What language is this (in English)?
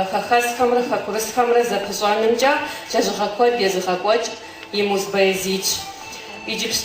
Kabardian